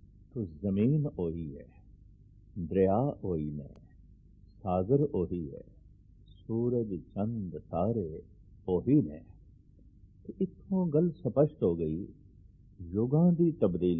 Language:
Punjabi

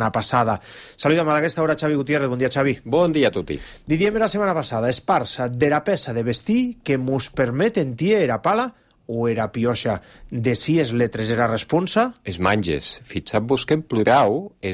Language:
Catalan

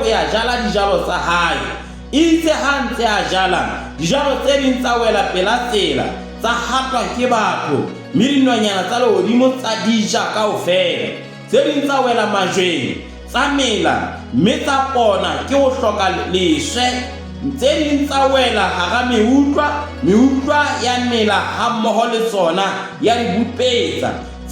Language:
Southern Sotho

